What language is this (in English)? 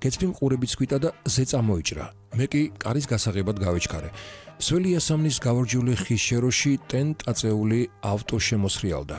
Georgian